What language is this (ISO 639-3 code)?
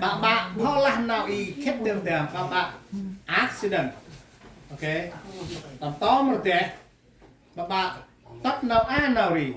cmo